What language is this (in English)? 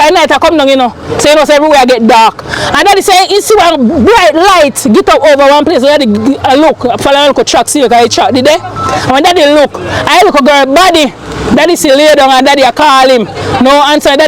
Jamaican Creole English